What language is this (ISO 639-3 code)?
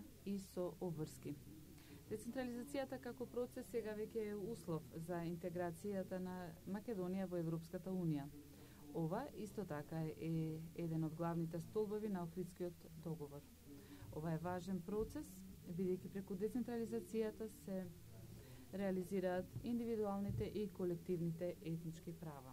mkd